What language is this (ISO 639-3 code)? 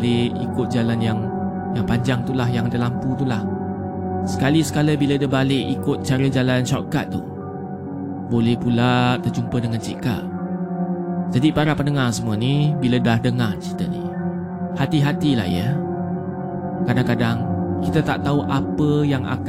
msa